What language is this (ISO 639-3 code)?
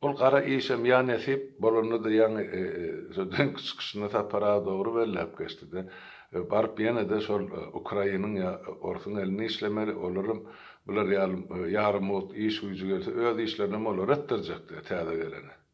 tuk